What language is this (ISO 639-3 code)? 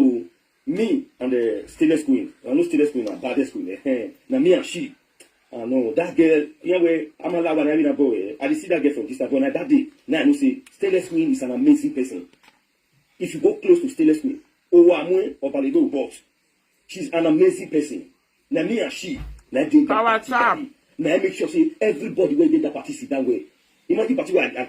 pcm